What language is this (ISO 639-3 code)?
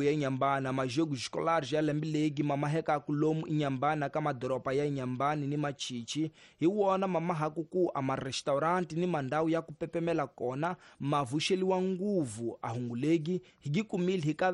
tso